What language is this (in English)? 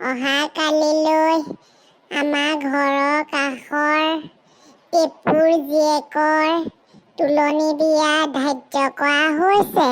Assamese